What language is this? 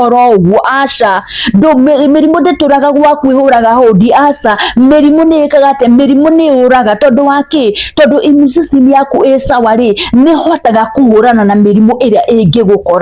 Kikuyu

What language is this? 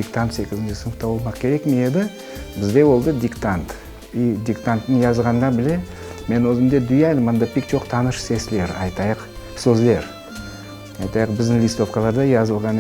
Crimean Tatar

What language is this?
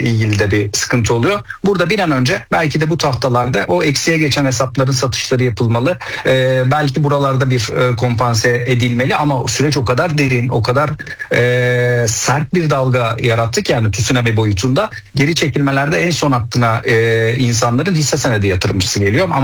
Turkish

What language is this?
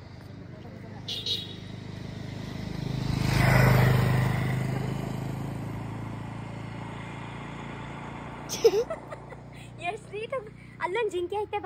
Kannada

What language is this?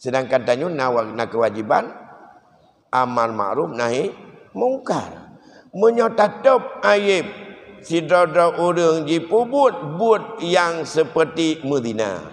Achinese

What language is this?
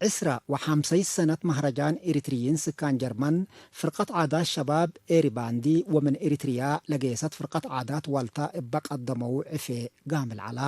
Tigre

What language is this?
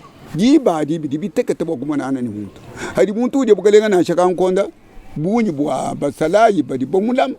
Luba-Lulua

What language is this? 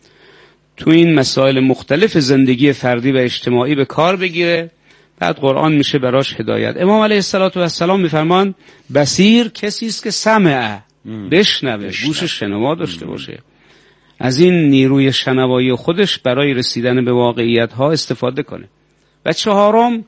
Persian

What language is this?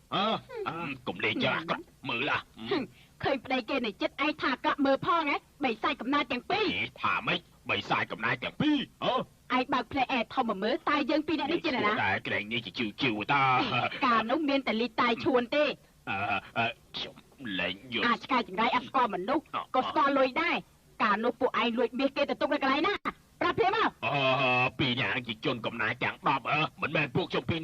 Khmer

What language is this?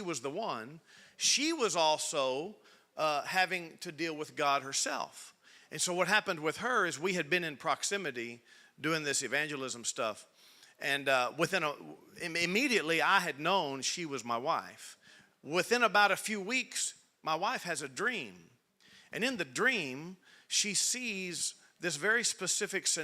English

